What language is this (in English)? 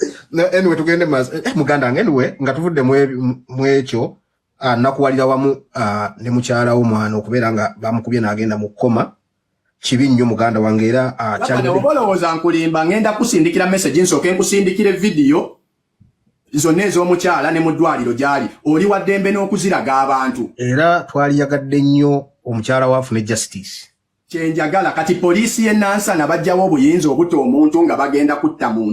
Ganda